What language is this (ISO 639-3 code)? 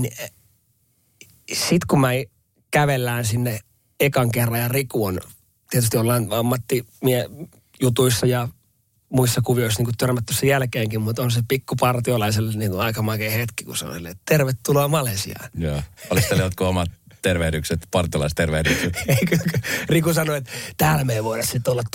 fin